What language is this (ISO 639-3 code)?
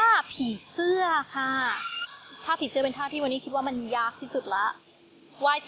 tha